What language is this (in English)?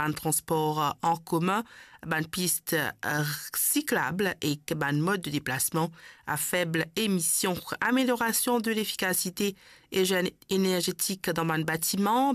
Morisyen